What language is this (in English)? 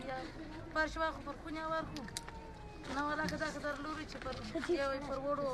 Pashto